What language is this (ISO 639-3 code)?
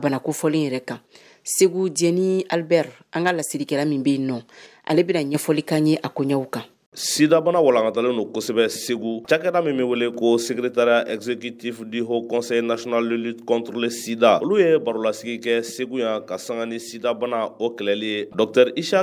bam